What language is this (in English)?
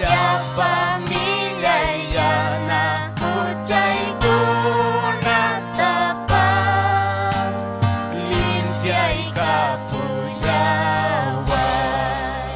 Ayacucho Quechua